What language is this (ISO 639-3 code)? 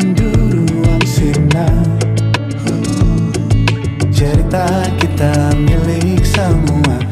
ind